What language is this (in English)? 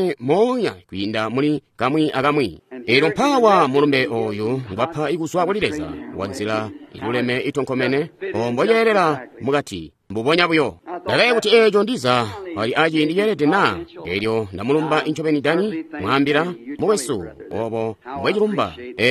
Tonga (Zambia)